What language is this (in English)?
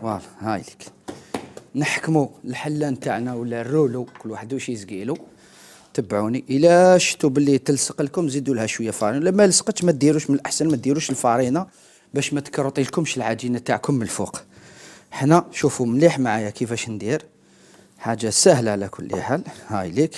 Algerian Arabic